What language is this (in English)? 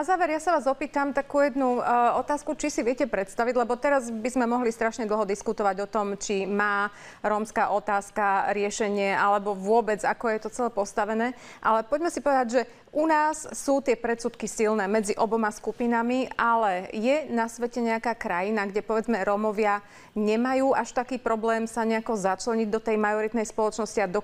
Slovak